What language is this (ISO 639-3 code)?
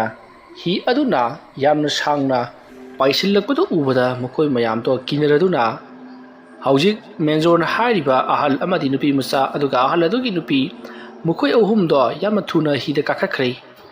mni